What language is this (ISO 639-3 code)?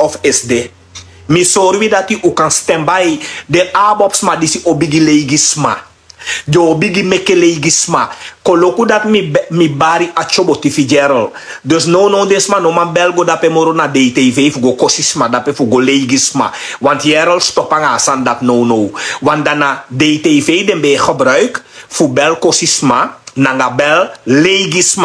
srn